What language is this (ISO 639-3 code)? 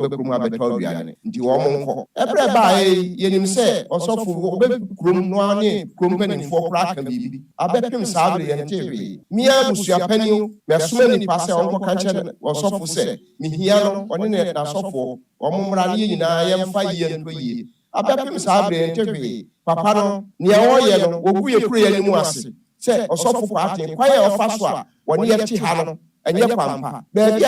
aka